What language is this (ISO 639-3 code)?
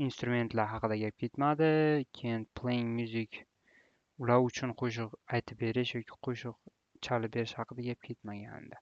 uzb